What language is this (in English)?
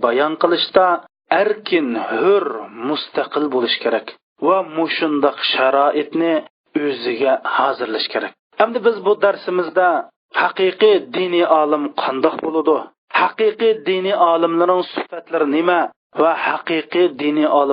Uyghur